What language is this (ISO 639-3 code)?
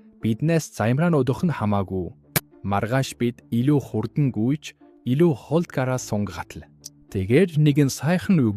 mon